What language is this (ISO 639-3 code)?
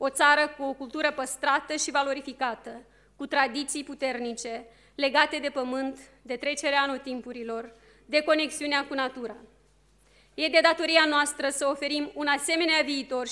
ron